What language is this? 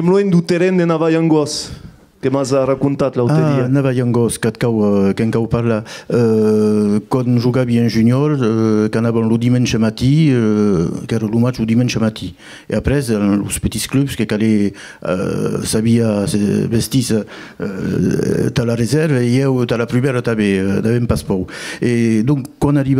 Occitan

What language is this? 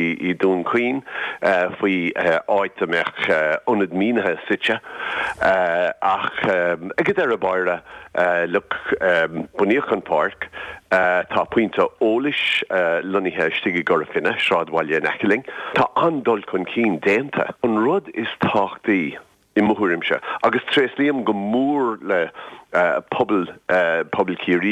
Irish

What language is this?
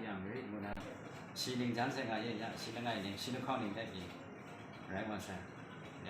Kachin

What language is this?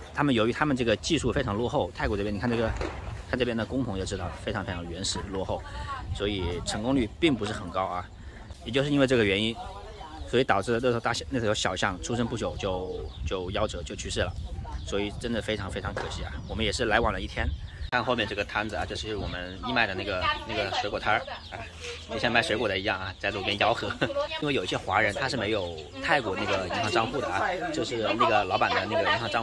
Chinese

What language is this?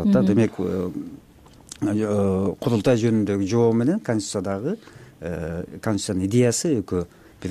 Kyrgyz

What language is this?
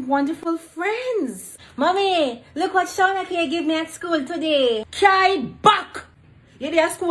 Jamaican Creole English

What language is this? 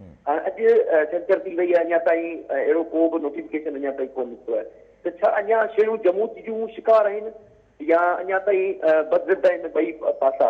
Sindhi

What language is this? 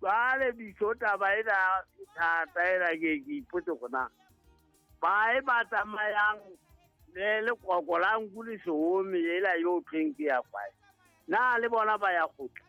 Southern Sotho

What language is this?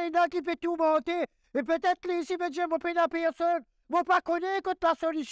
Morisyen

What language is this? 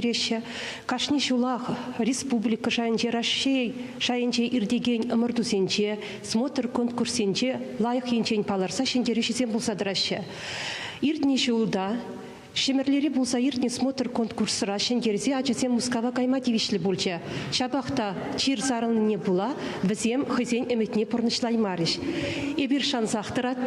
Chuvash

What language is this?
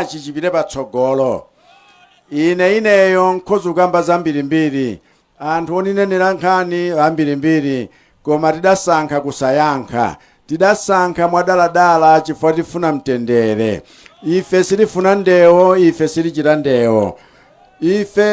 Nyanja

